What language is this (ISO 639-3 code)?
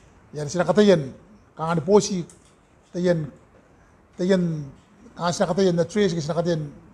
gil